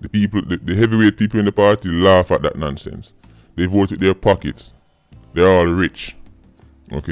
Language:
Jamaican Creole English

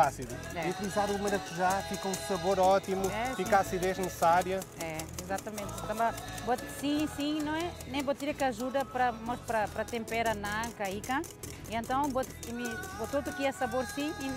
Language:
Tetum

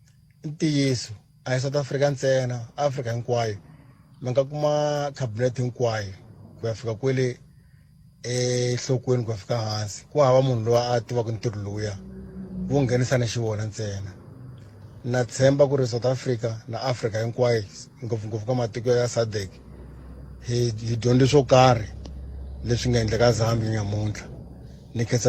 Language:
Tsonga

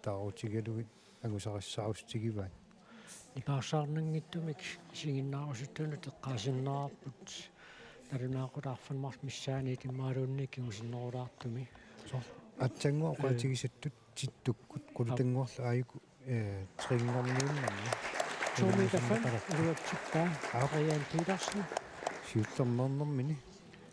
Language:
Kalaallisut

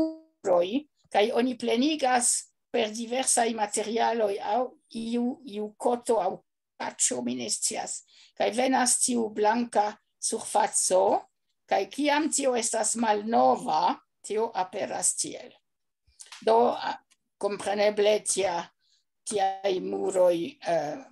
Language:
Esperanto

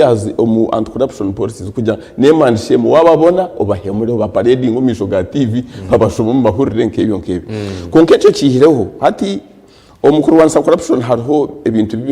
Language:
Nyankole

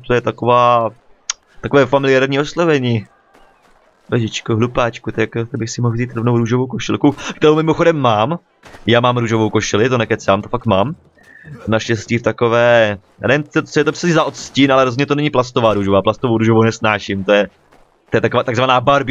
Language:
Czech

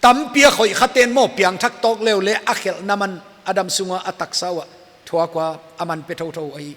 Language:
Paite Chin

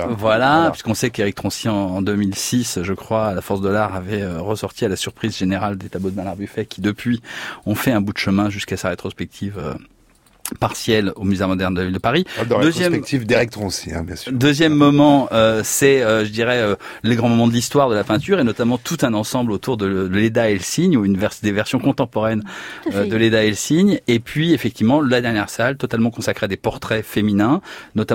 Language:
French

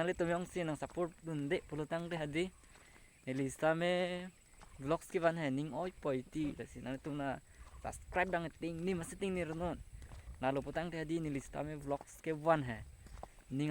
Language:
Karbi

